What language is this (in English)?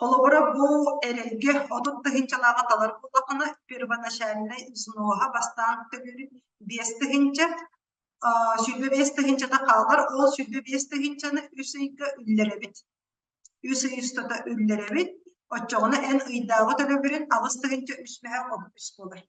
Yakut